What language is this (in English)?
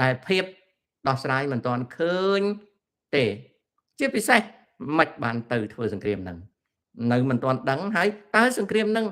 Khmer